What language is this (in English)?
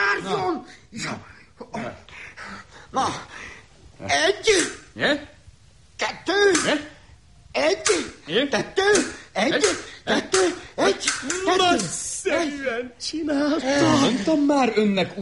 Hungarian